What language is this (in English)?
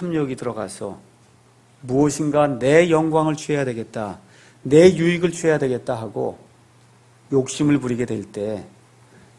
Korean